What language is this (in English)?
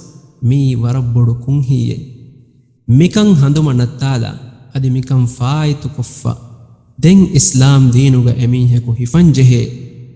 Divehi